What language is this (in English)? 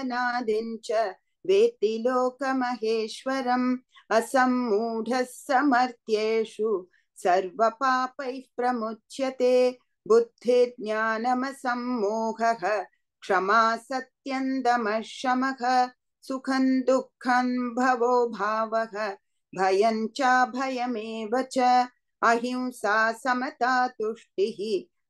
Sanskrit